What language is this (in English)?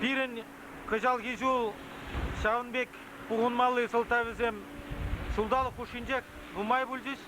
Chuvash